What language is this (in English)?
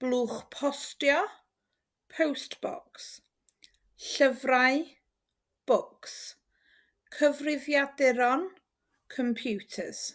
Welsh